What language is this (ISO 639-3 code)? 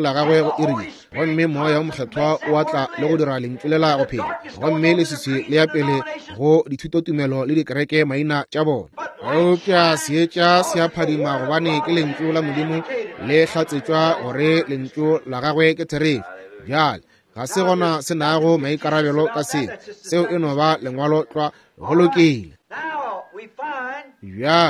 nso